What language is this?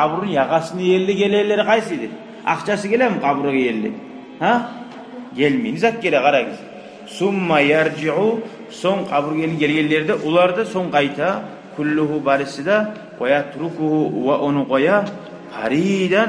Kumyk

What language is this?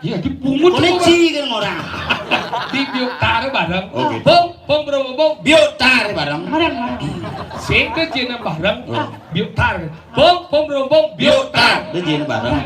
Balinese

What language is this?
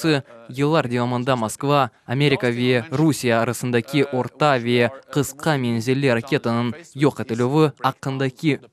Crimean Tatar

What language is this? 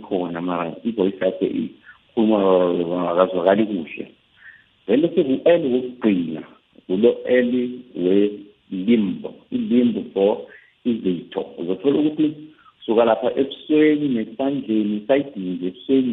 South Ndebele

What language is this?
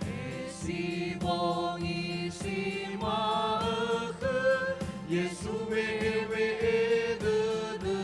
Nias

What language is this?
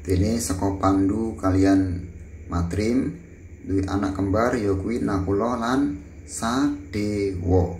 Javanese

